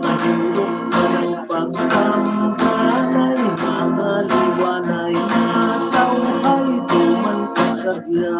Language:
Hiligaynon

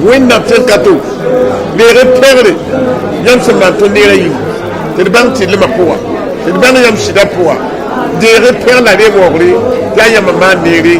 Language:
Mossi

